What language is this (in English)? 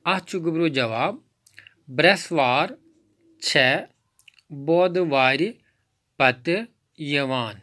Kashmiri